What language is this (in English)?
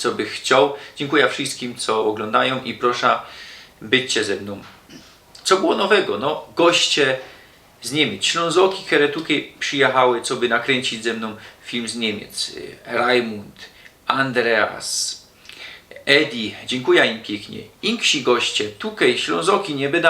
Silesian